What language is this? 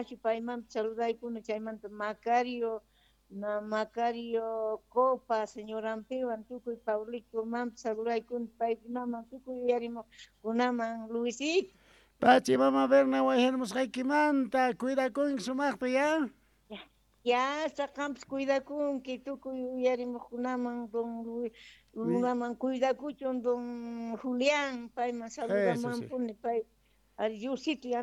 South Bolivian Quechua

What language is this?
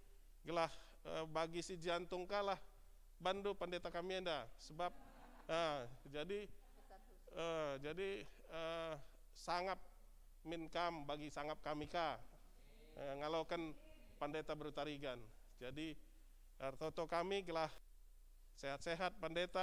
Batak Karo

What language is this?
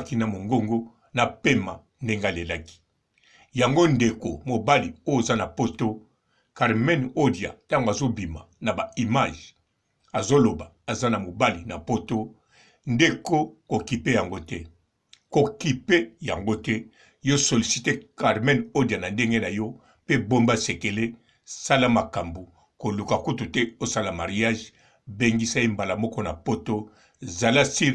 Lingala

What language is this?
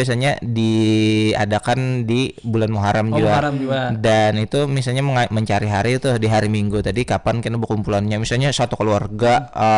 Banjar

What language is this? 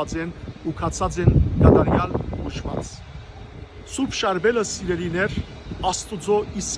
Western Armenian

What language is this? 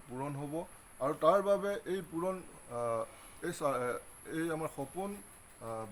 Assamese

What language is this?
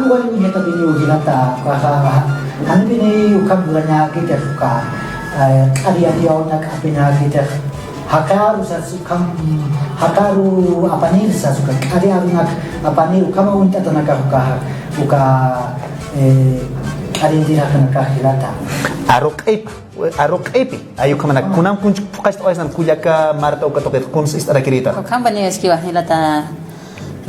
Aymara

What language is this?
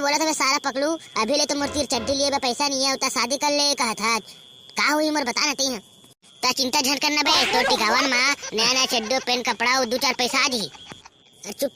Chhattisgarhi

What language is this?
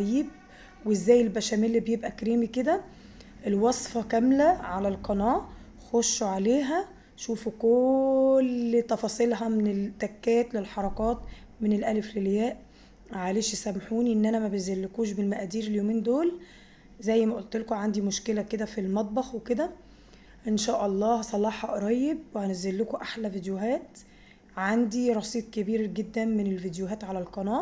Egyptian Arabic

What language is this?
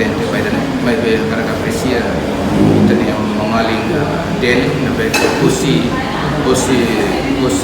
Tetum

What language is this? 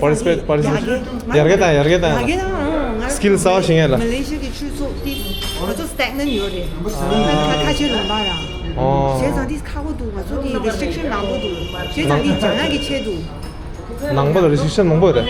Tibetan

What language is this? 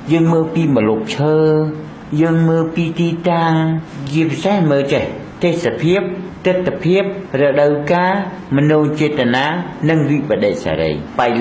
Khmer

